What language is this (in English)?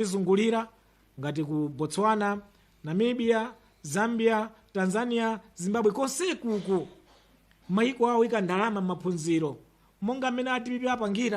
Nyanja